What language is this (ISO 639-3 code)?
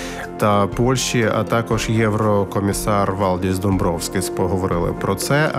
ukr